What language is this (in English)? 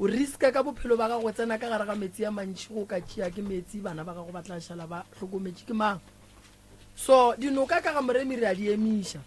Northern Sotho